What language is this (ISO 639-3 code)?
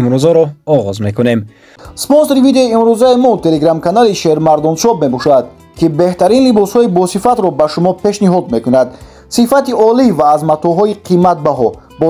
tgk